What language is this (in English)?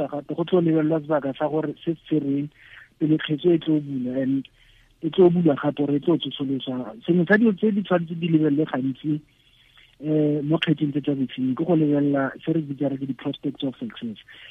Tswana